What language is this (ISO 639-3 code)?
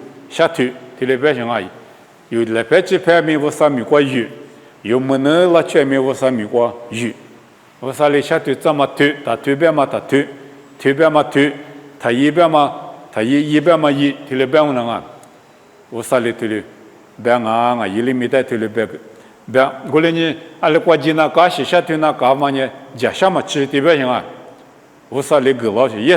lis